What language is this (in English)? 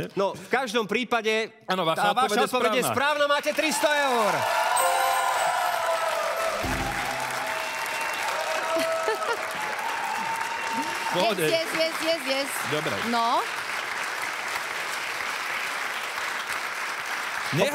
Slovak